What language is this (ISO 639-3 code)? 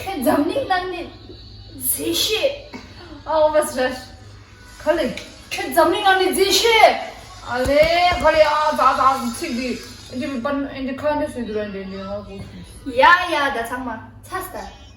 bod